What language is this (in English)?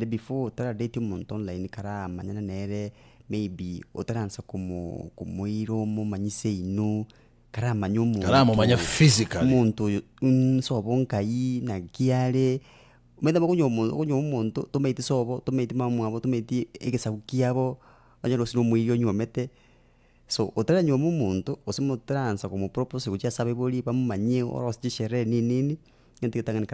Gusii